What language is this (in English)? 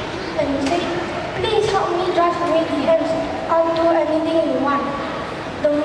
English